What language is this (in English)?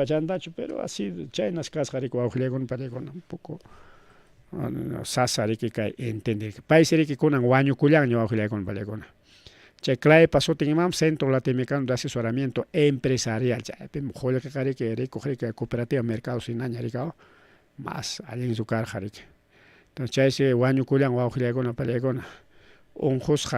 Ayacucho Quechua